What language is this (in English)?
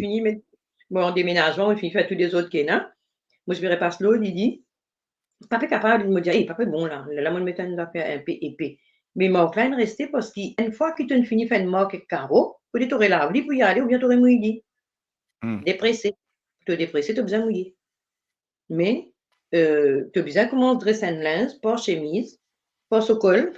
Morisyen